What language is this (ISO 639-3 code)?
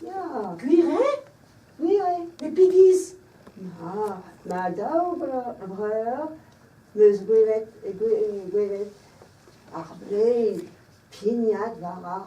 bre